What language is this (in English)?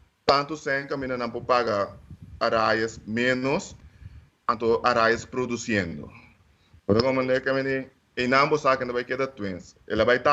Papiamento